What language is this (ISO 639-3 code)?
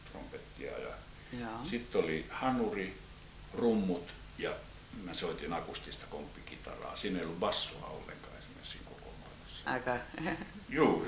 fin